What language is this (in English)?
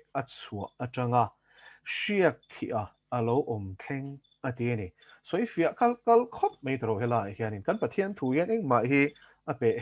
Mizo